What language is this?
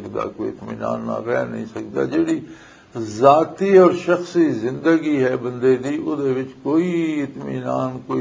Western Panjabi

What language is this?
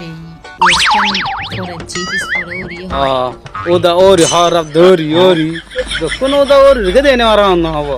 Rohingya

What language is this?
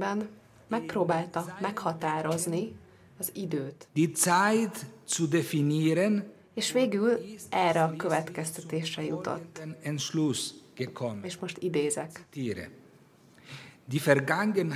Hungarian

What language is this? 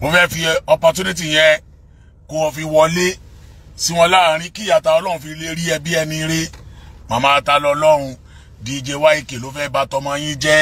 Yoruba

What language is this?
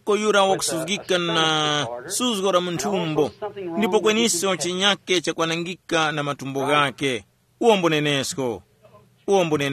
Tumbuka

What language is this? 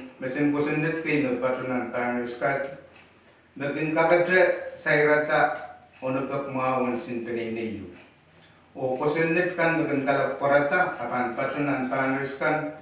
Pohnpeian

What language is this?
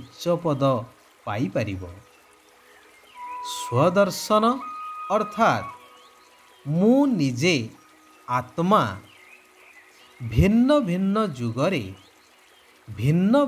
Odia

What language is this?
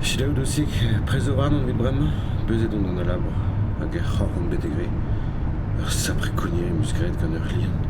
Breton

